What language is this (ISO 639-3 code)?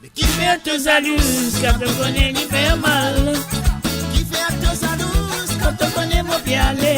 mfe